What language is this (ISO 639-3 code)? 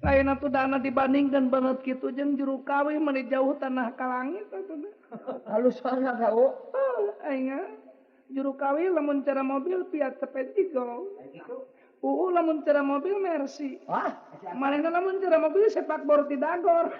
sun